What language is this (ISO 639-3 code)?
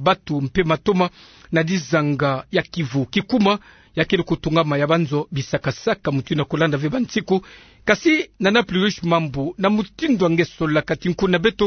ktu